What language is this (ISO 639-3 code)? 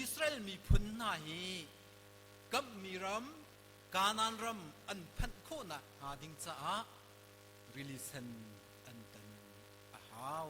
cnh